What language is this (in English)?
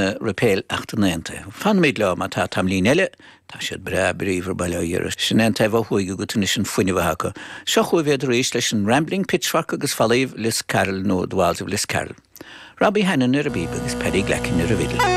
Irish